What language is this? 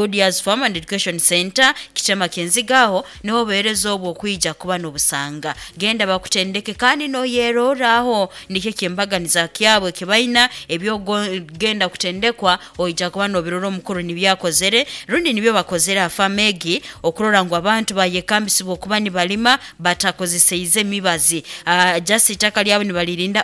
Nyoro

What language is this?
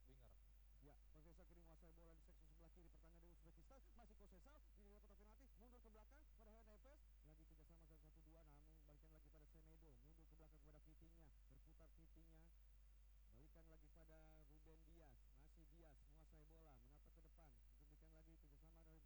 Indonesian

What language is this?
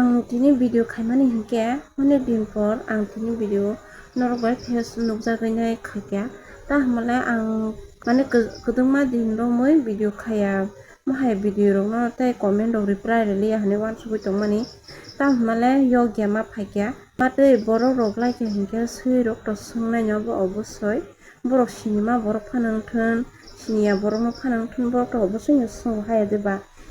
Kok Borok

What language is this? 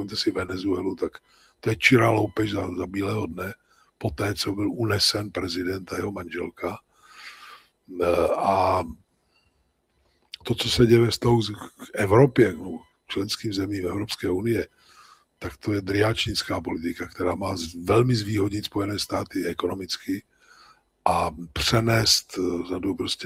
Czech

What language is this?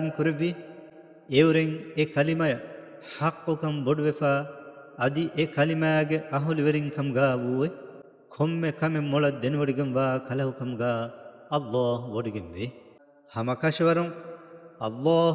Divehi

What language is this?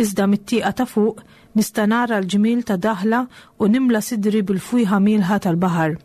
Maltese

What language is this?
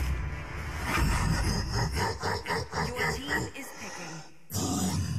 Malay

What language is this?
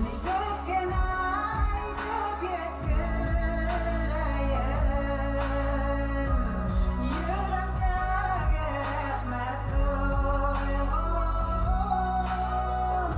Bashkir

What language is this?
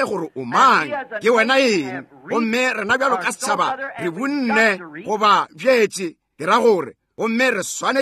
Northern Sotho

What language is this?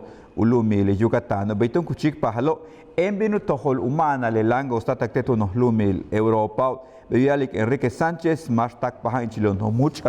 Yucateco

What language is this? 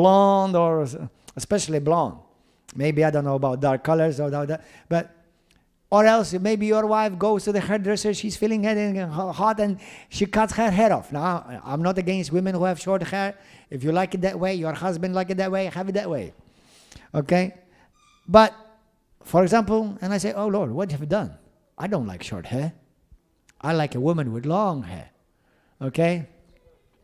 English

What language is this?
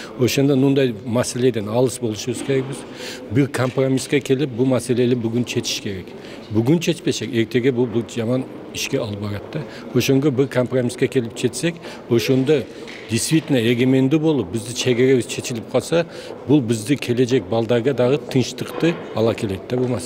Kyrgyz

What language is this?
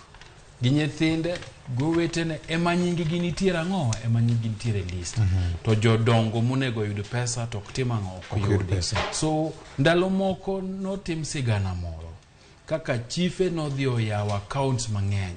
Luo (Kenya and Tanzania)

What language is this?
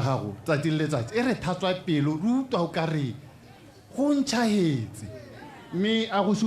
Tswana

